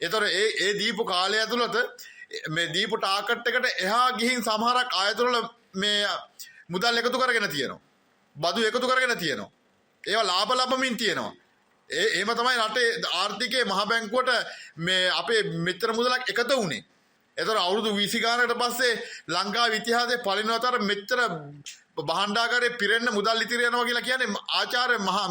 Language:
Sinhala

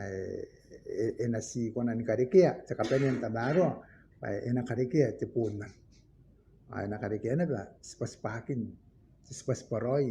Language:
Gilbertese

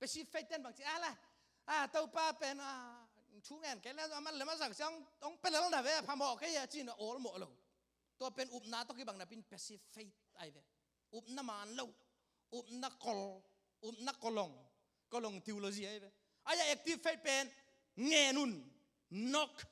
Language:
Tedim Chin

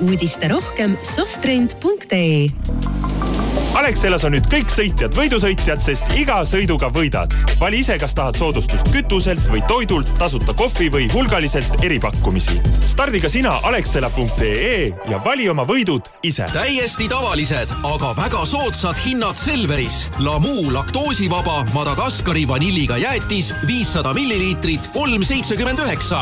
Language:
Estonian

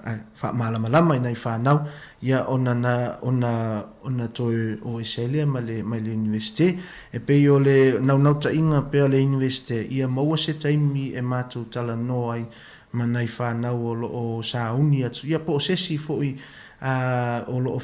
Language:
Samoan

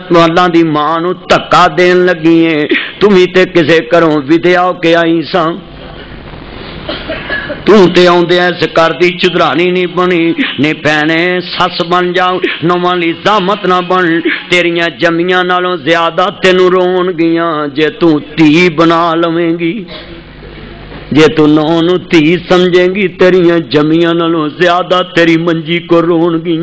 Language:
Western Panjabi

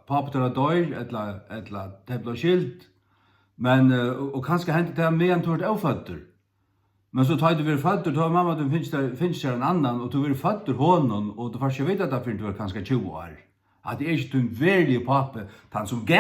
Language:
Faroese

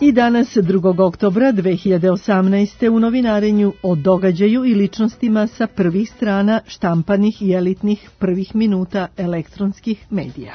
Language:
Serbian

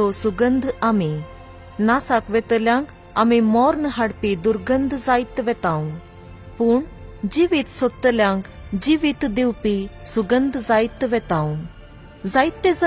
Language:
Konkani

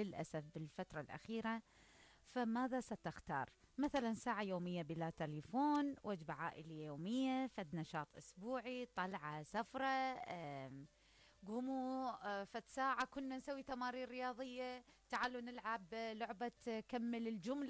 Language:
Mesopotamian Arabic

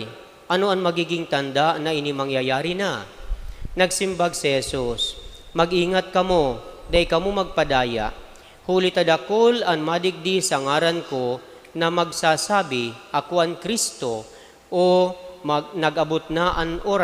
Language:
Bikol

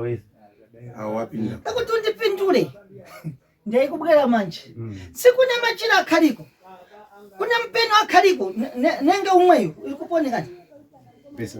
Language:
Shona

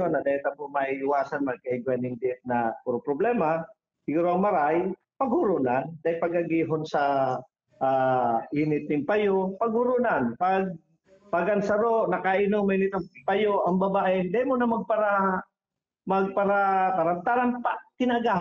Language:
Bikol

